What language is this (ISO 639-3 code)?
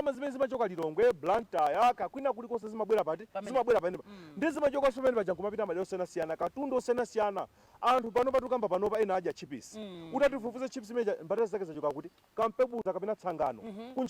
nya